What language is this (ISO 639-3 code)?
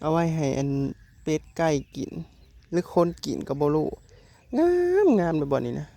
tts